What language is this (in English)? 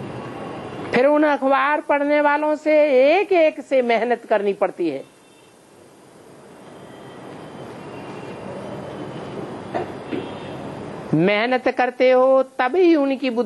Hindi